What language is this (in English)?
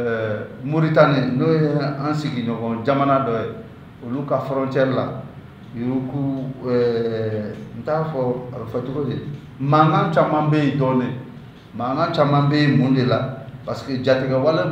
Bambara